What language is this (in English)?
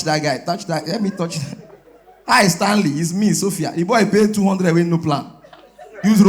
Nigerian Pidgin